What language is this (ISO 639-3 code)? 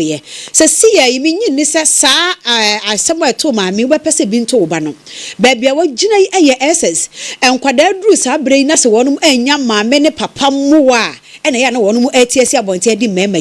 aka